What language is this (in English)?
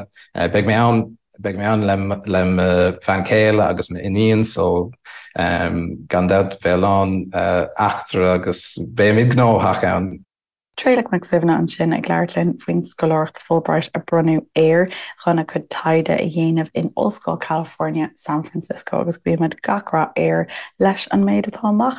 Irish